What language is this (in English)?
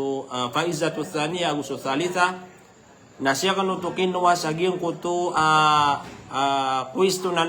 Maranao